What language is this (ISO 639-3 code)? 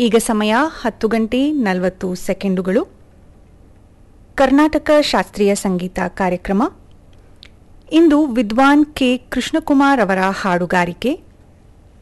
kan